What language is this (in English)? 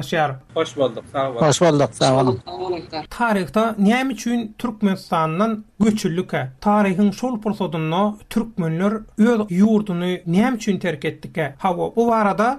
Turkmen